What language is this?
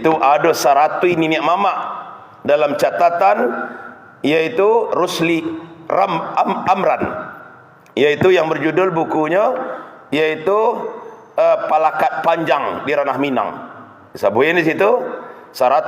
Minangkabau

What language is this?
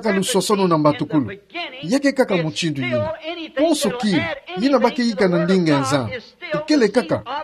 Kituba (Democratic Republic of Congo)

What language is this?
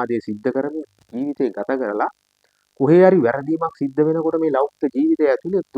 Sinhala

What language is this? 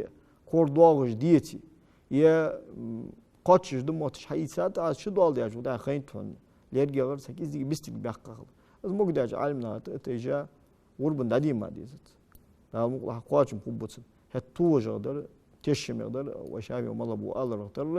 Ingush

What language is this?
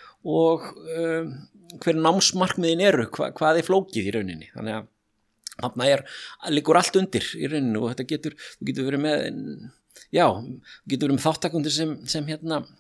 Icelandic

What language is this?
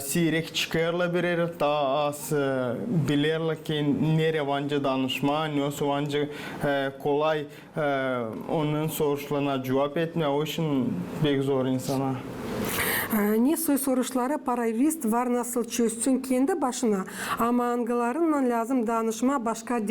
Gagauz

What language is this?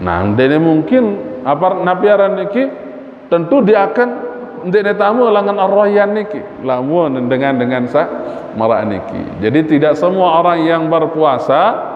Sasak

